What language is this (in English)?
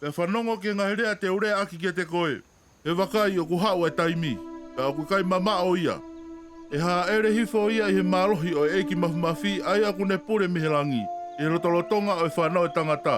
Tongan